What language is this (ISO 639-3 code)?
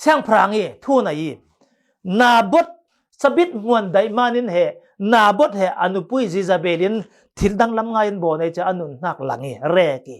cfm